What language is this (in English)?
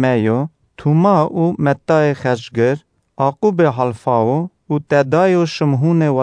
Kurdish